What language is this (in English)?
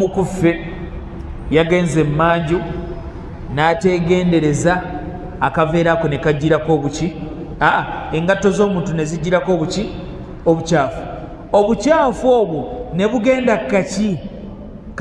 Ganda